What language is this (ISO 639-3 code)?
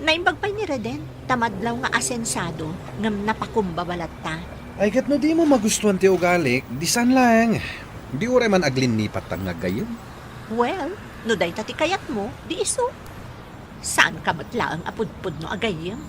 ilo